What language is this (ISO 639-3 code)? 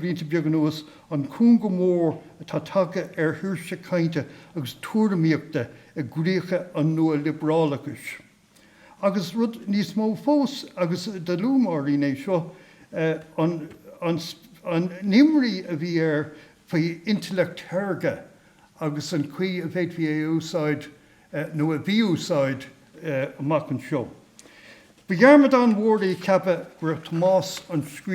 gle